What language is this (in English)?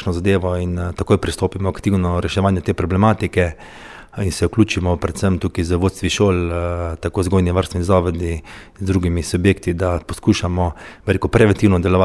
Slovenian